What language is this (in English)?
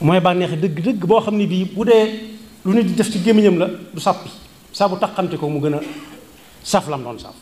Wolof